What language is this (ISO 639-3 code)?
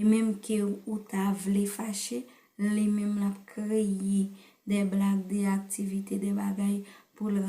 hat